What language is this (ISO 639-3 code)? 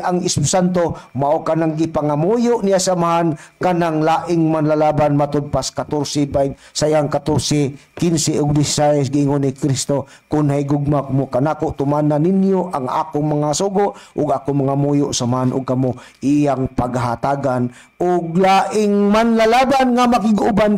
ceb